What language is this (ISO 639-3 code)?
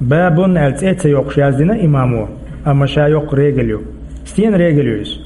che